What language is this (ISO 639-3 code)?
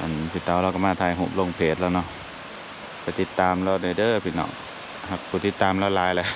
lao